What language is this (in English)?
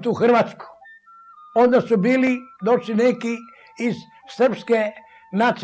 Serbian